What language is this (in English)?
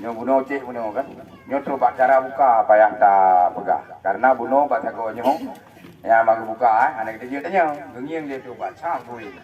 Achinese